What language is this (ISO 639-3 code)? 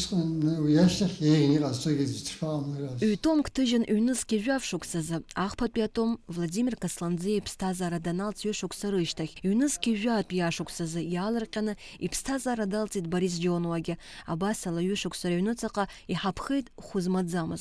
abk